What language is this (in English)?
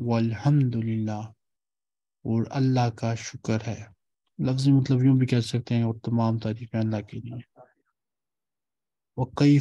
Urdu